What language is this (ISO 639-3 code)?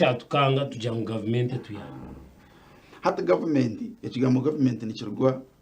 nyn